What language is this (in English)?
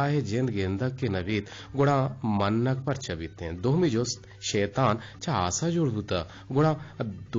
Eastern Balochi